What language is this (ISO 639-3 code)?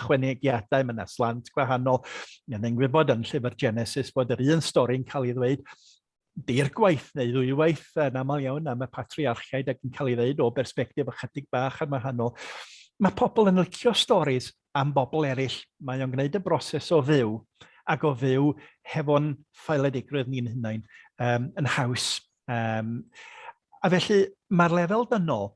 cym